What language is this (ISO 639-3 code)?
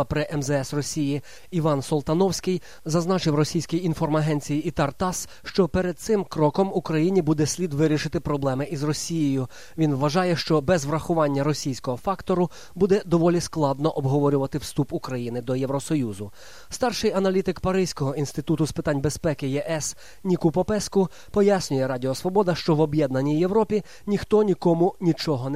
ukr